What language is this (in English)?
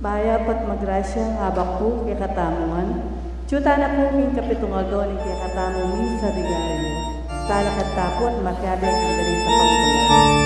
Pampanga